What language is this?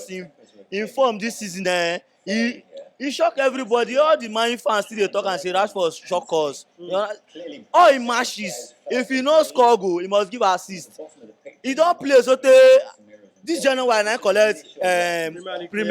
Nigerian Pidgin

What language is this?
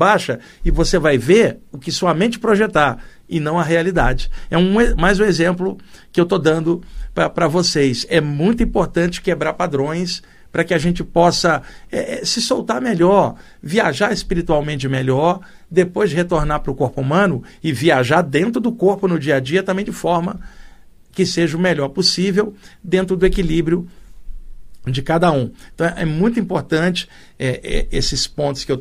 Portuguese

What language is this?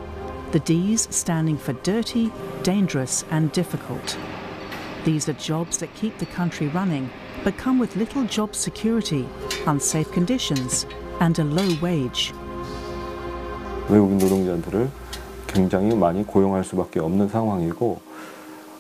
English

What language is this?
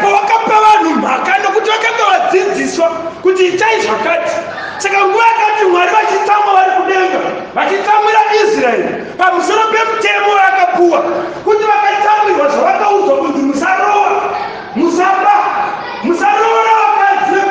Shona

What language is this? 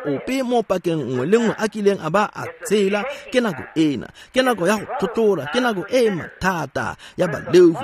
Tswana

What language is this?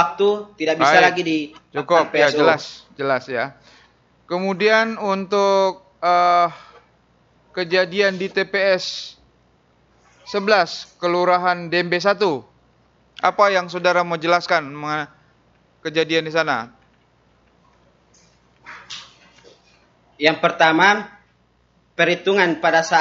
Indonesian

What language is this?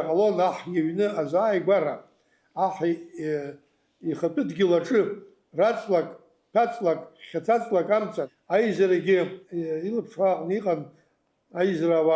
Abkhazian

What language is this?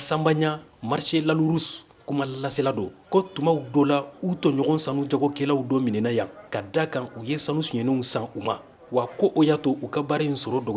Bambara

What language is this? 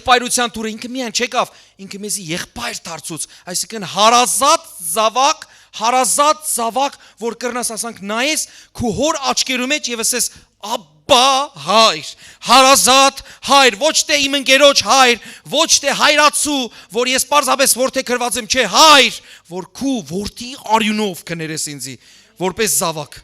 Western Armenian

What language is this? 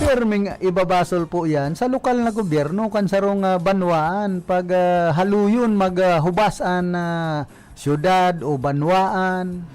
Bikol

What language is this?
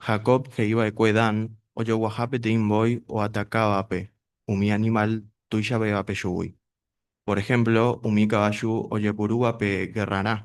Guarani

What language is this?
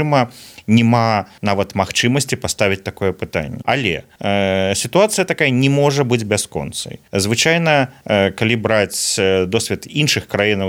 Belarusian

